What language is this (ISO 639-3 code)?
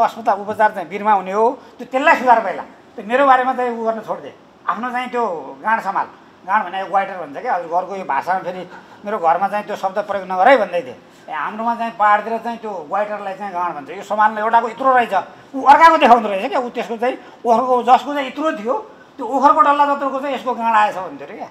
nep